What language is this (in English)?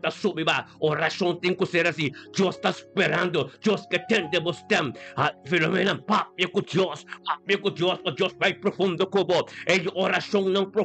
Papiamento